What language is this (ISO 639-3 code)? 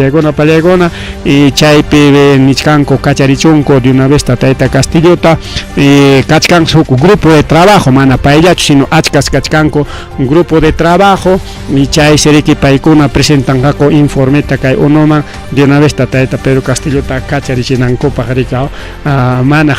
quy